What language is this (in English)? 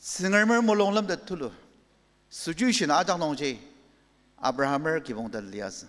Ao Naga